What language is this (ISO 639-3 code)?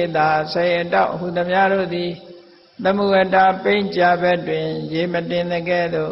mya